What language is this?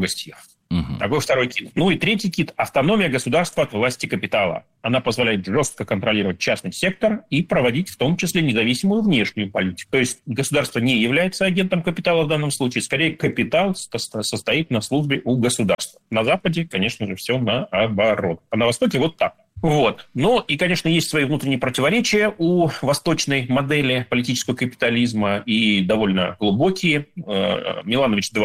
Russian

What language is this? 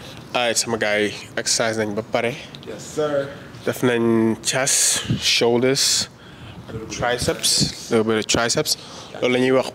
Wolof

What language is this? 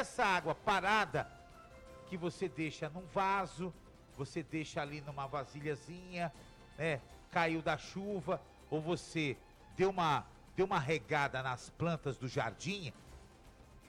Portuguese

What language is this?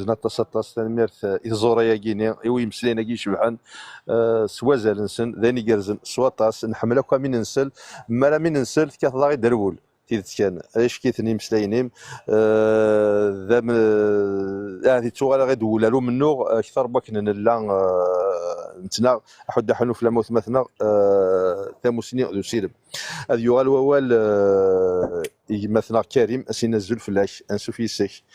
Kabyle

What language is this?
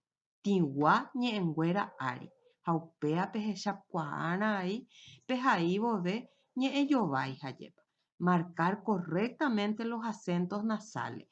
Guarani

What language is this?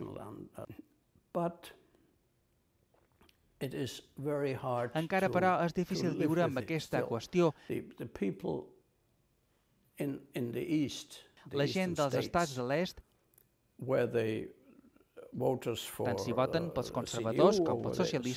Catalan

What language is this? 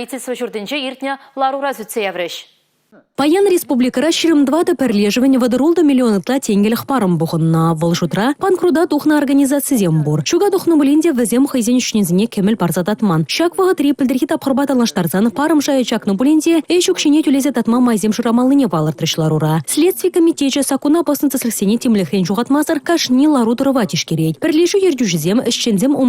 Chuvash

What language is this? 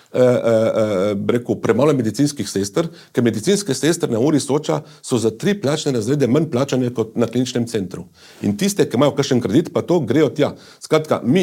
Slovenian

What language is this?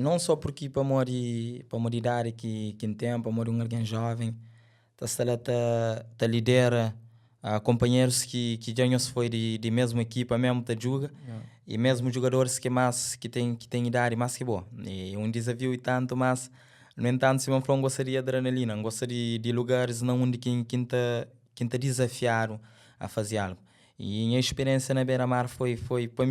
Kabuverdianu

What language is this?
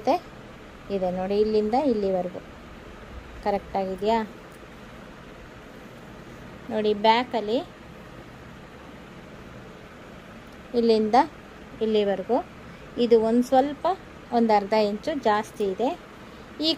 Kannada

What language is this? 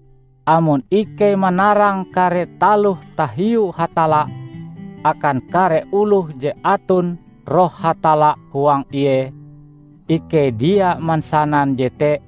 Ngaju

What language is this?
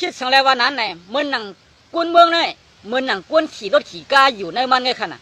Shan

